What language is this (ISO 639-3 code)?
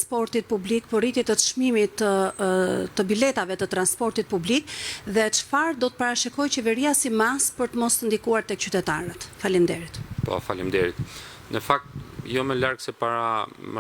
sqi